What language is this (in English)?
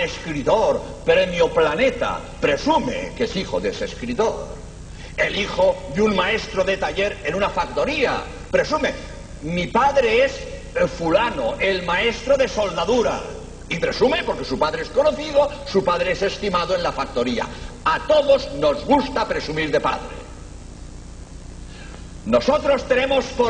Spanish